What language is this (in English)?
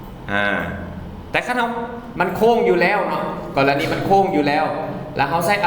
Lao